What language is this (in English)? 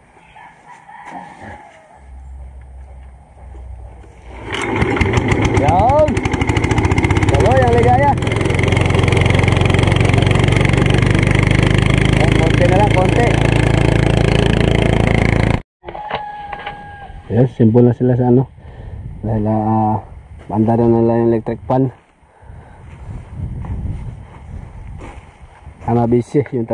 Filipino